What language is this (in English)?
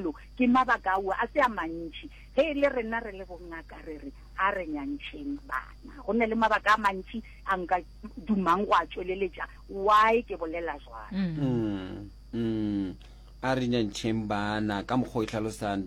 Northern Sotho